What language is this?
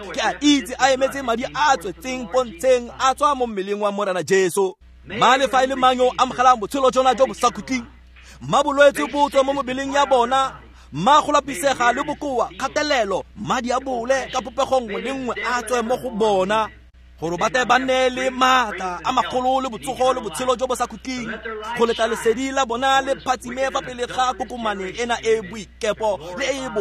Tswana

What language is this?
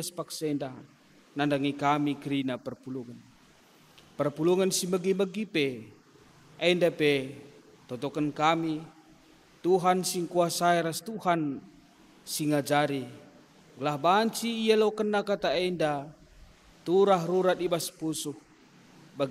Batak Karo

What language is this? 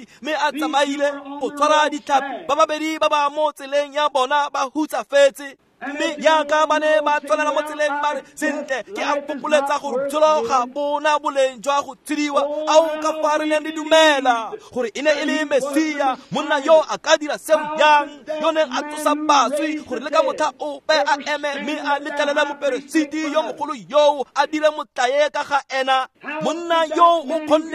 Tswana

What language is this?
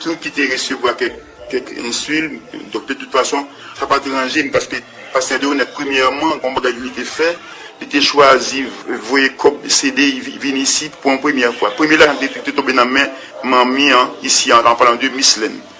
Haitian Creole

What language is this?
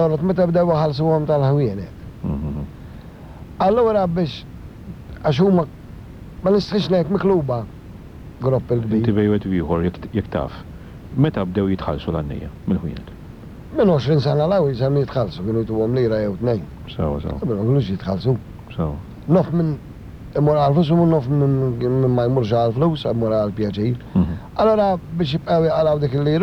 Maltese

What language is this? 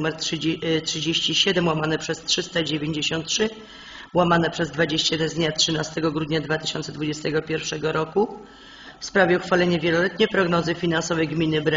Polish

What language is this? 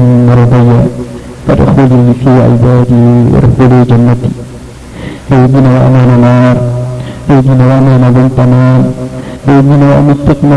Maranao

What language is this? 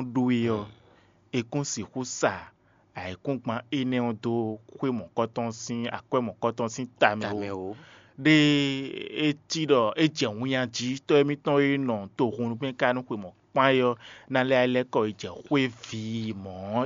Fon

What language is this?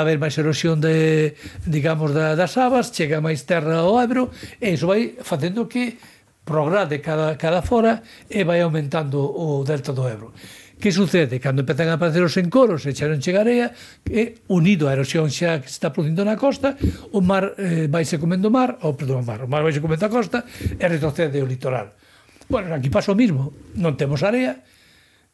Galician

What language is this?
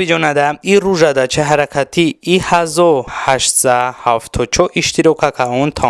Talysh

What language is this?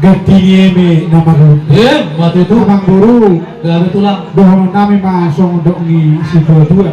Batak Toba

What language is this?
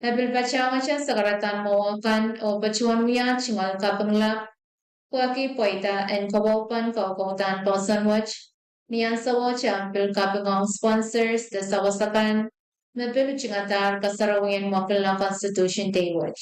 Pohnpeian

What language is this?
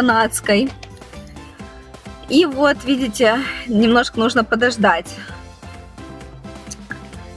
Russian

